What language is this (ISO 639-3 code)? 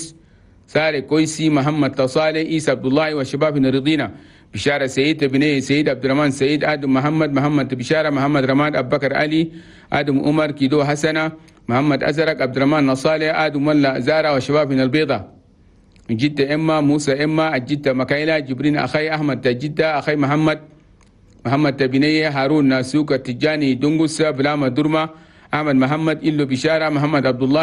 shu